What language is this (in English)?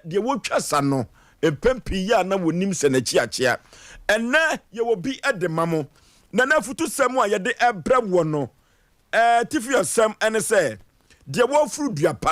Akan